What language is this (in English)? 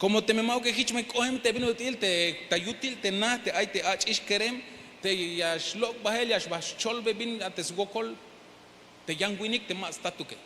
Tzeltal